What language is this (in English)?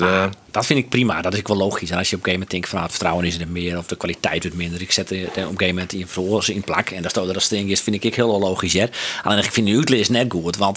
Western Frisian